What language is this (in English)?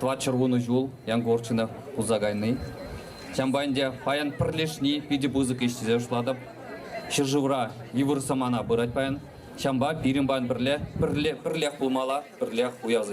Chuvash